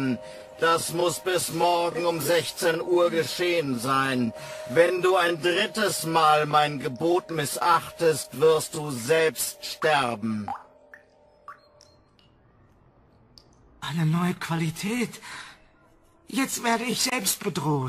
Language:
German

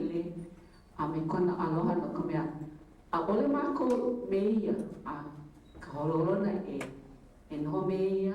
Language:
Hawaiian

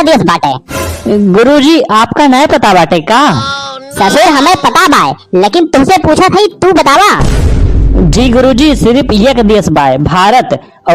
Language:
Awadhi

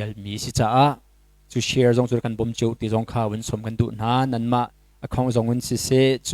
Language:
Hakha Chin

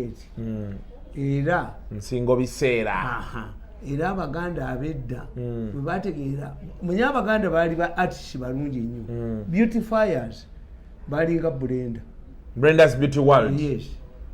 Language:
Ganda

